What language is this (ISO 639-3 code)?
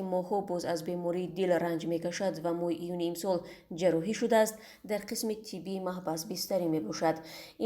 tgk